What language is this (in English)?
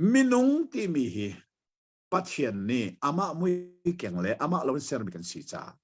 Hakha Chin